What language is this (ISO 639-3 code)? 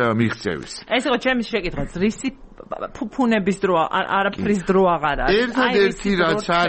kat